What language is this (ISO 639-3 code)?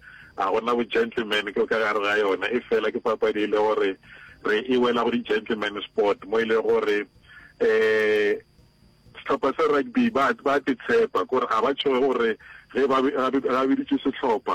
nso